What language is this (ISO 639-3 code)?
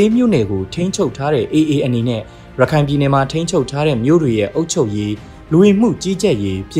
mya